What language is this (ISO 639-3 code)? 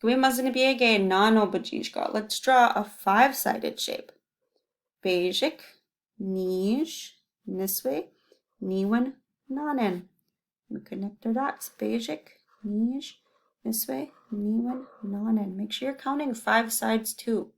ciw